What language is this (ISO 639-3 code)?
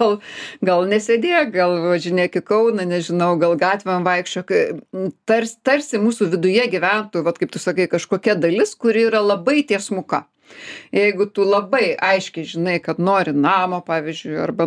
lit